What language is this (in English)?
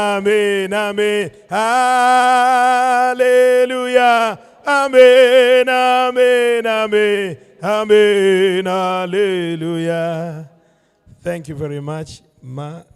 Venda